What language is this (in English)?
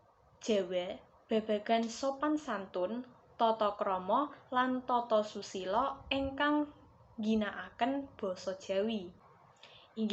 Javanese